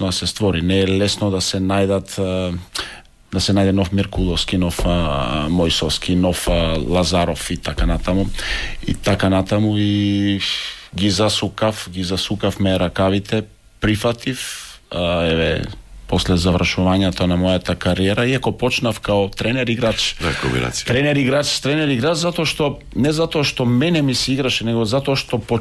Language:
Macedonian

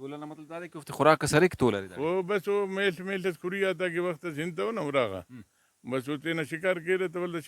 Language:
Brahui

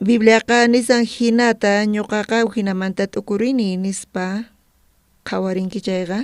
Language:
South Bolivian Quechua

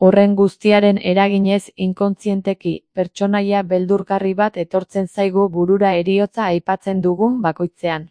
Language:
Basque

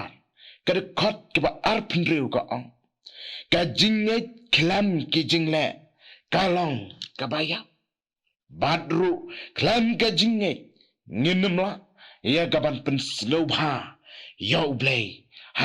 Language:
Khasi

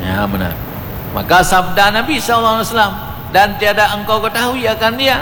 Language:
Achinese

